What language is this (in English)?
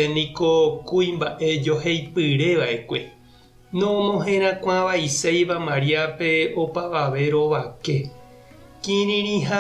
Guarani